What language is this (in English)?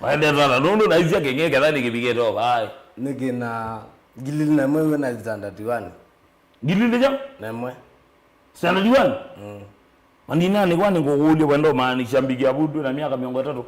Kamba